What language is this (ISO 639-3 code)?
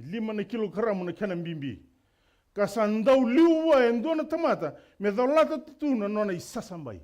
fij